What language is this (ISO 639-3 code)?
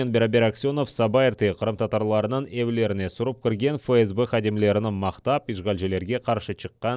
crh